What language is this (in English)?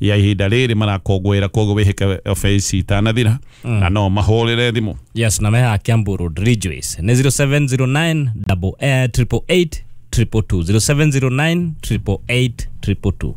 Kikuyu